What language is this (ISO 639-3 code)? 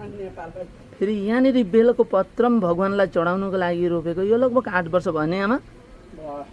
nep